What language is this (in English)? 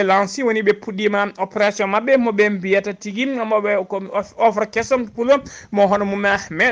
Fula